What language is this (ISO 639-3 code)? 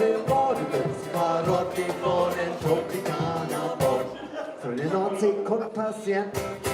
frr